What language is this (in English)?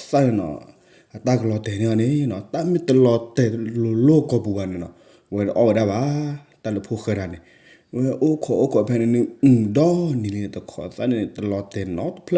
S'gaw Karen